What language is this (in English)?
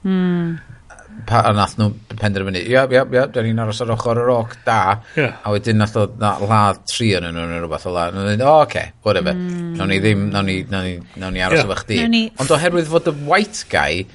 Welsh